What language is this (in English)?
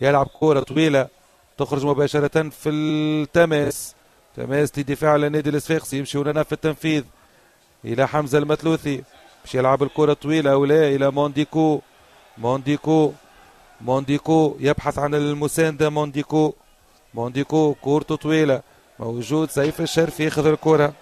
Tunisian Arabic